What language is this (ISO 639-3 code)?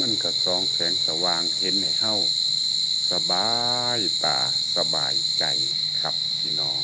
tts